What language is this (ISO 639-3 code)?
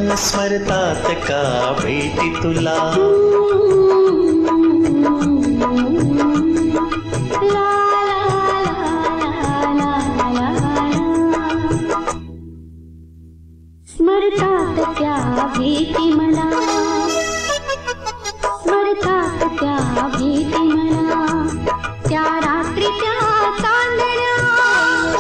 mar